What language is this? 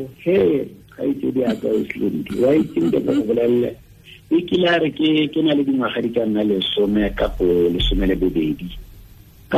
Tswana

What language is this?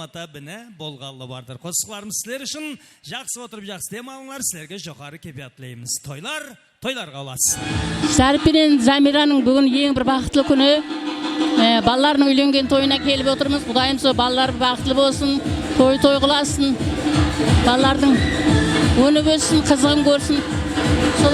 Kara-Kalpak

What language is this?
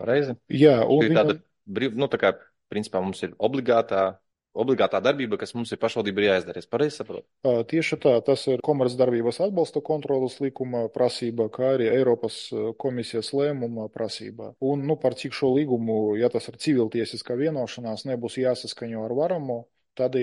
Latvian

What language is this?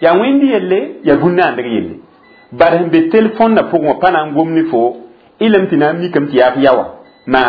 Mossi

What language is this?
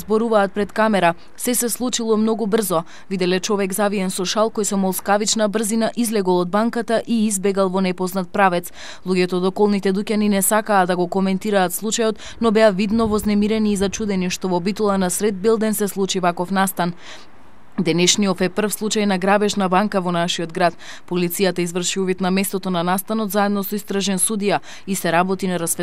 Macedonian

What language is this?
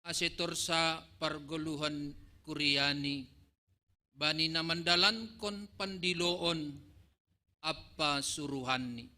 Batak Simalungun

